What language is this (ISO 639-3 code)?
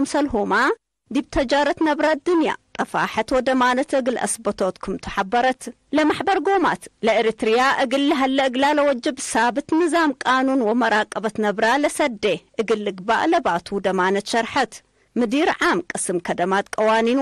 tig